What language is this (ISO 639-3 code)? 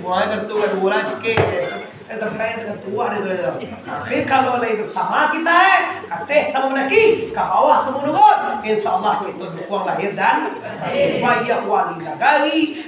min